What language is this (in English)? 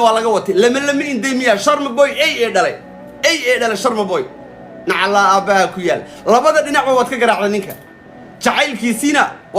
Somali